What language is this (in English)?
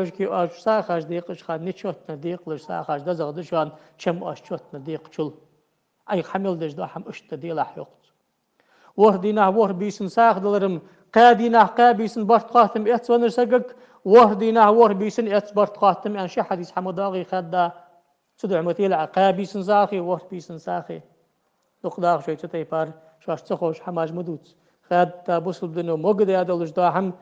Ingush